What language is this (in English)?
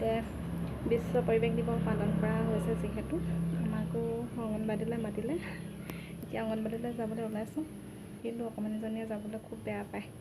Assamese